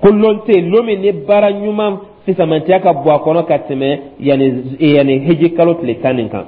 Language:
Dyula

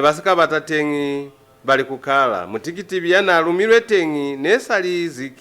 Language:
Lozi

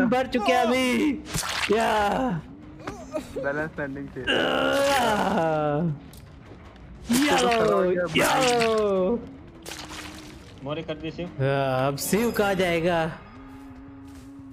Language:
Hindi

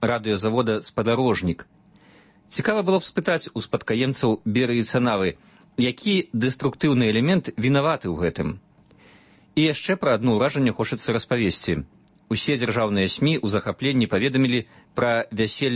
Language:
Belarusian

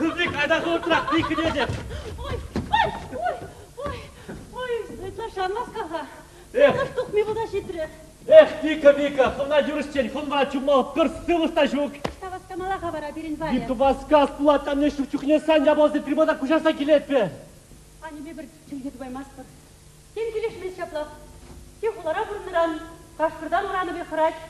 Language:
Chuvash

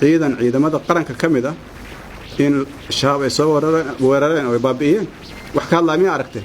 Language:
Somali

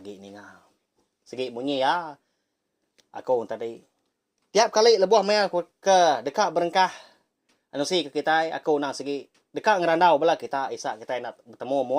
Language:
Iban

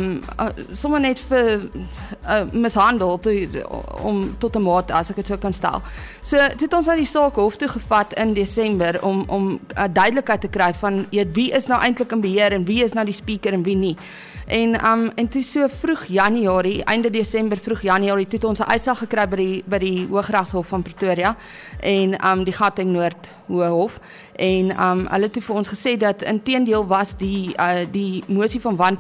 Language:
Afrikaans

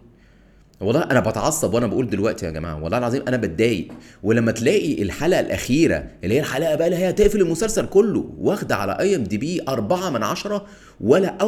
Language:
Egyptian Arabic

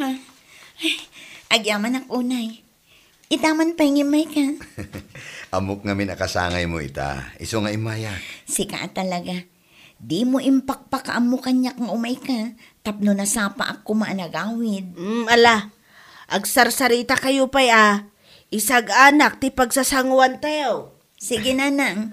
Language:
Iloko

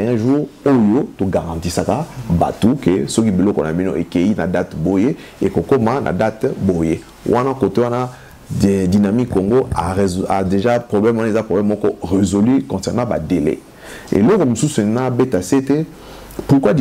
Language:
Lingala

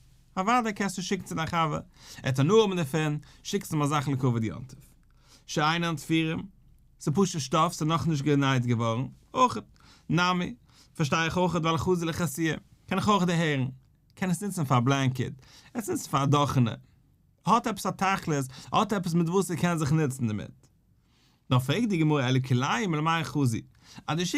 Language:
Yiddish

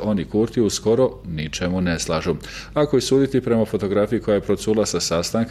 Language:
Bosnian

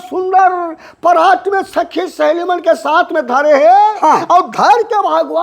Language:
Chhattisgarhi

